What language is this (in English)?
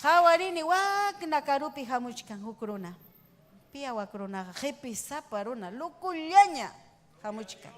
Ayacucho Quechua